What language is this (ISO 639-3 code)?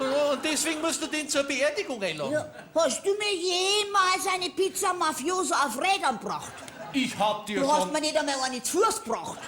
bar